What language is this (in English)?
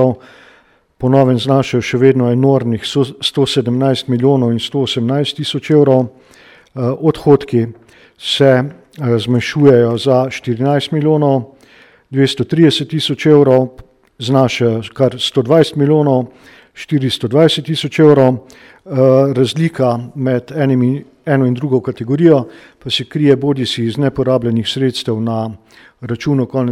Slovenian